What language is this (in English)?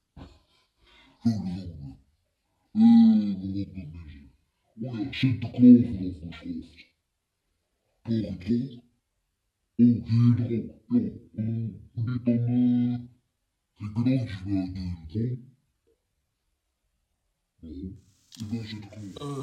Dutch